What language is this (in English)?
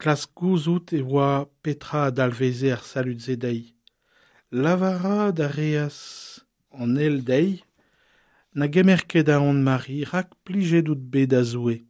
Breton